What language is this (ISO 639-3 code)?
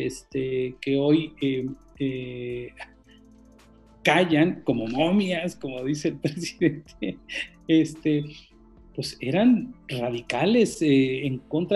spa